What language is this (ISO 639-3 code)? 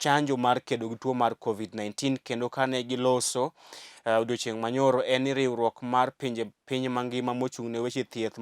luo